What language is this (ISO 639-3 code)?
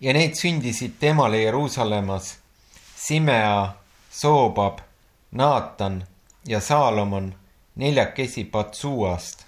est